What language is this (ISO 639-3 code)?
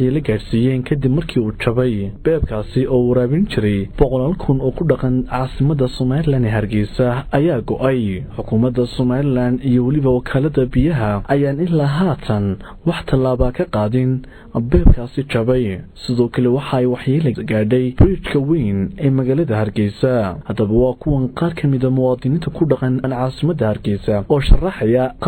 som